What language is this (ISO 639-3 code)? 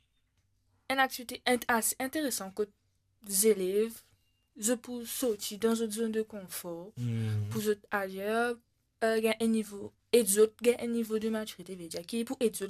mfe